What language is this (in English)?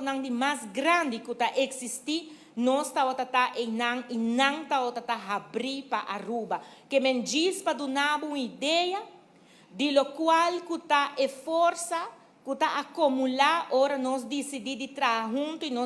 Papiamento